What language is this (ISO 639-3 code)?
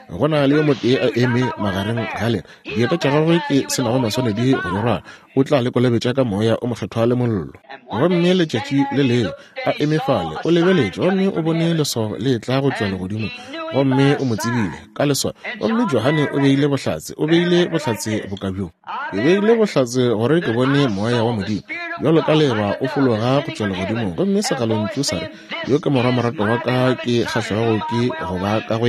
nso